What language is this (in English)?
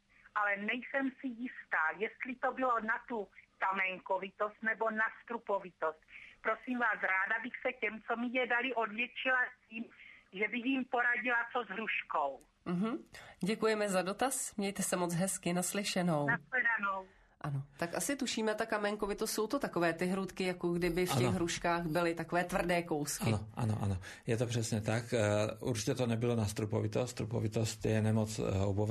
Czech